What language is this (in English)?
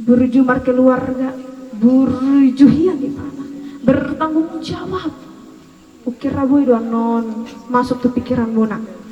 Batak Toba